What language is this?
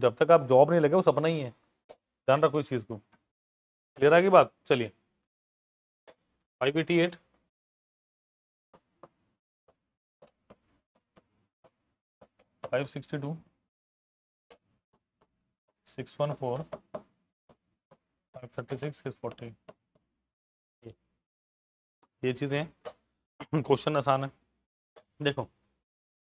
Hindi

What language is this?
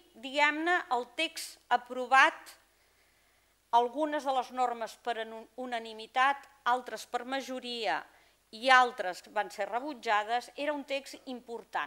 Catalan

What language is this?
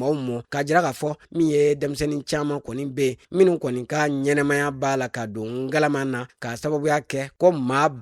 Bambara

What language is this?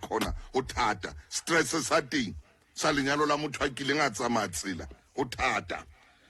Southern Sotho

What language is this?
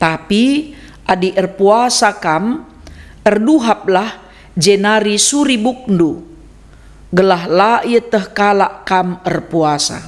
Batak Karo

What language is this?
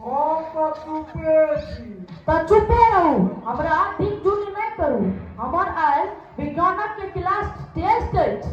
Maithili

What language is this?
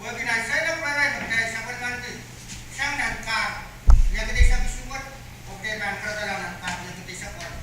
Pohnpeian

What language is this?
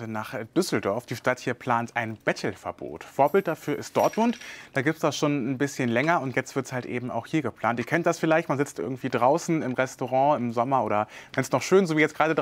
German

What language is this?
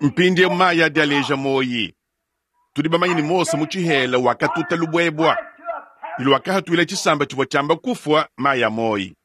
Luba-Lulua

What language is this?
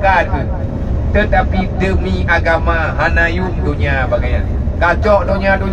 Achinese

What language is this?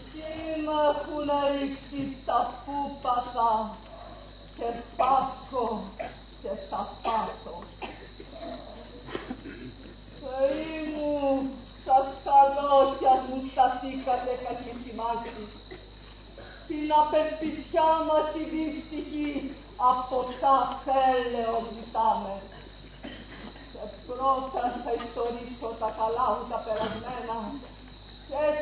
Greek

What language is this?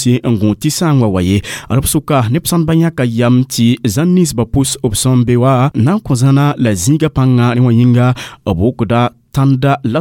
Mossi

